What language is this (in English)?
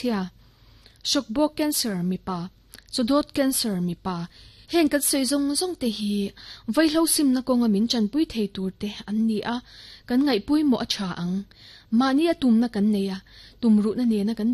Mizo